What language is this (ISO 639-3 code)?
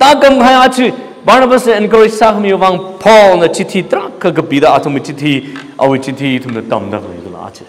nmf